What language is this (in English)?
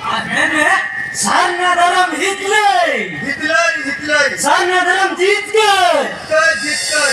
Santali